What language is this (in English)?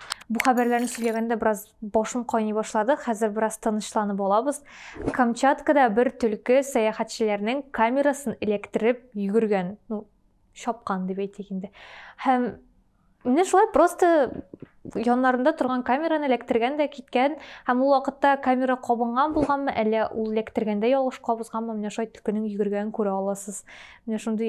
Tatar